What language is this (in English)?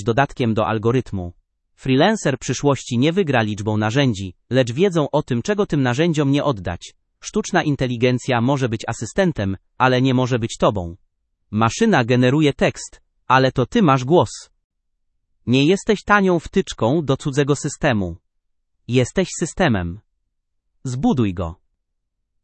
Polish